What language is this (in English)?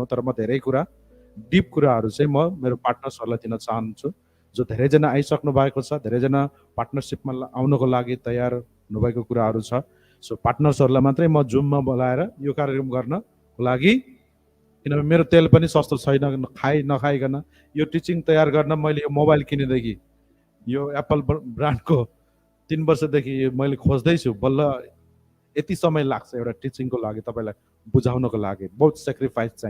Nepali